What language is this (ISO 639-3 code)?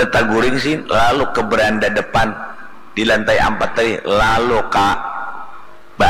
bjn